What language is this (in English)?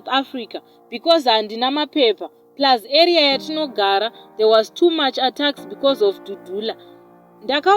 Shona